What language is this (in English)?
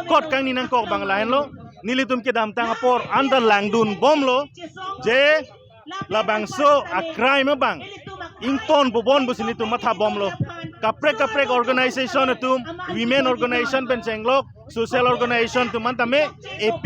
Karbi